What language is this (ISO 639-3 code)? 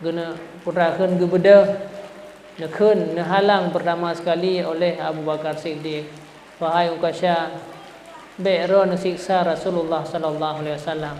ace